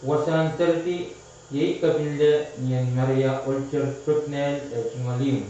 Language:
Pohnpeian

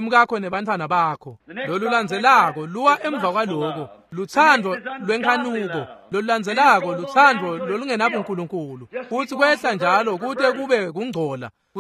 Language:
Swati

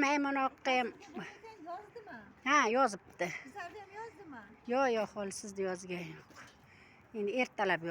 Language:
Uzbek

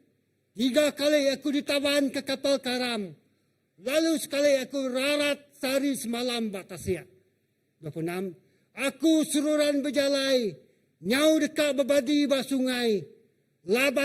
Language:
Iban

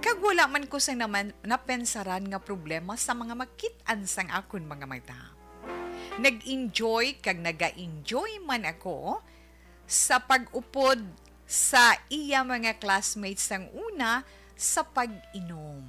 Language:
Hiligaynon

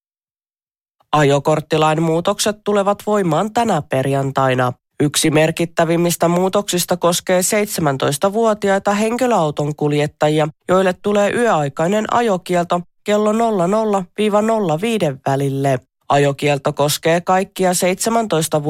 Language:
Finnish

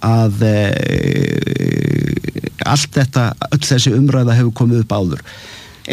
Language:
Icelandic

